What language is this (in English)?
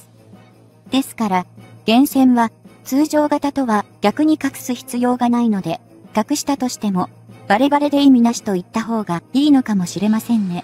Japanese